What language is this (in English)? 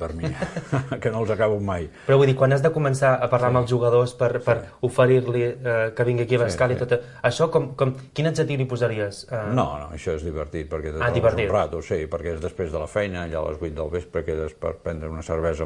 Catalan